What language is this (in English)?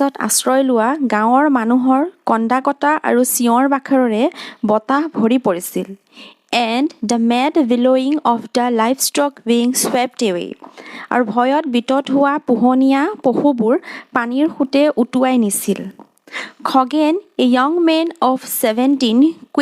Assamese